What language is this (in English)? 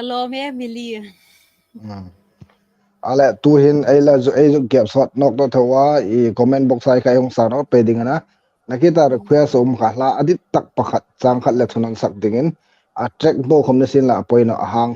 Hmar